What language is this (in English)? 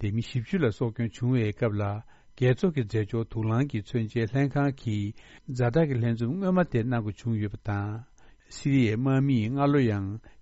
Tibetan